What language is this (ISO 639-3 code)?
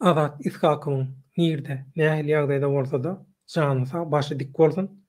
tuk